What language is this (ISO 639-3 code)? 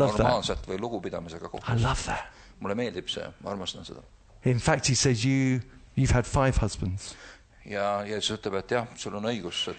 est